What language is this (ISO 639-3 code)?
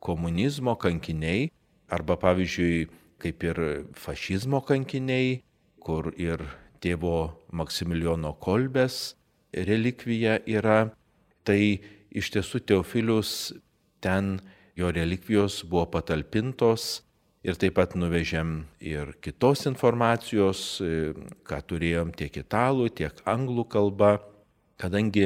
lit